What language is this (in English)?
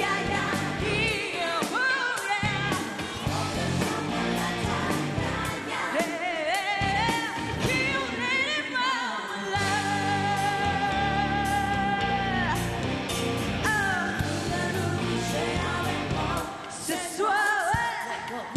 Thai